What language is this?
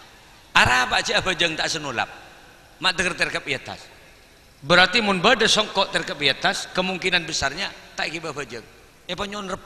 Madurese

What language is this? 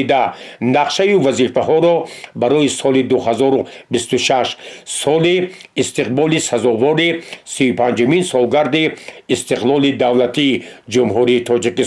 Tajik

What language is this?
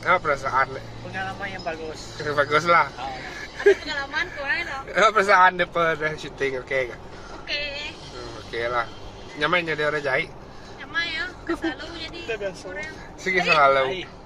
Iban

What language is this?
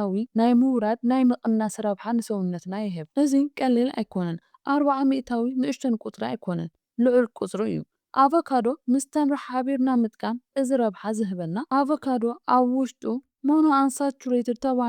Tigrinya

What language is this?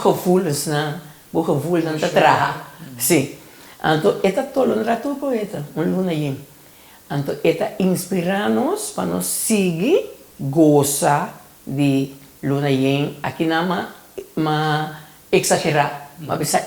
Papiamento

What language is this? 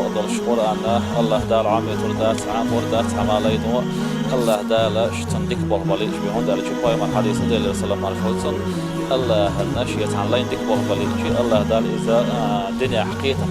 Chechen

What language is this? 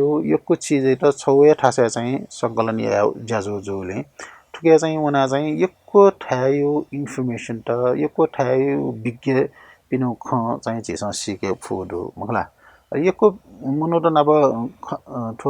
Newari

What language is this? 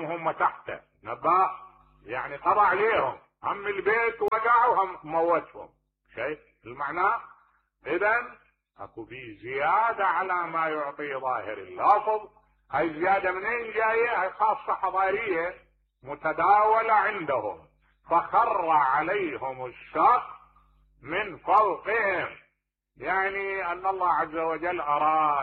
Mesopotamian Arabic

